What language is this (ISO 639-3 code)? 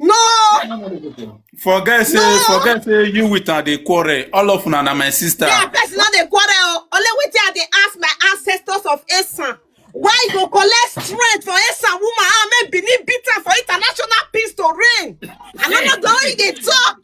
pcm